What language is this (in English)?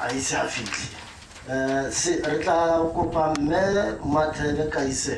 Tswana